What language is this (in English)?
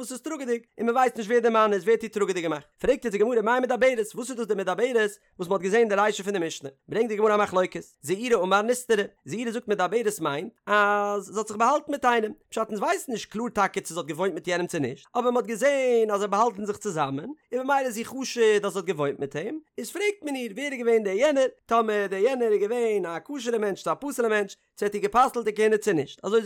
Yiddish